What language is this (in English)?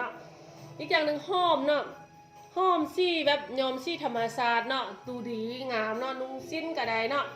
Lao